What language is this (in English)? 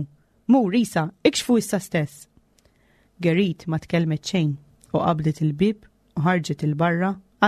Maltese